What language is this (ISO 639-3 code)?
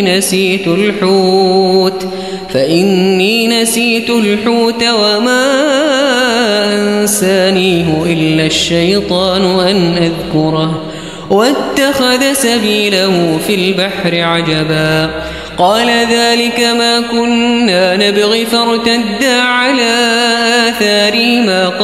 ara